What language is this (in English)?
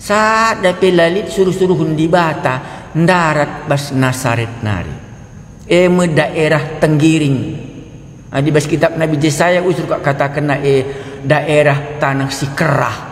Batak Karo